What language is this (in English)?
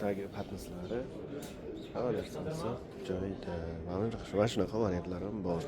Uzbek